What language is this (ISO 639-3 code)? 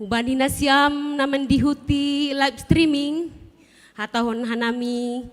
bts